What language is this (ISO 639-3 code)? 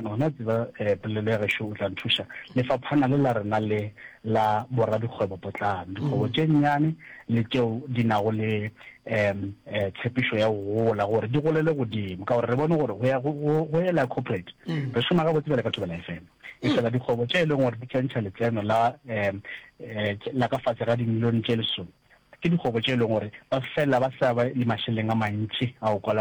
nso